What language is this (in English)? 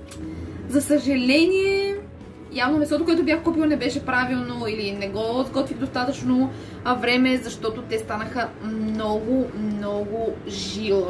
Bulgarian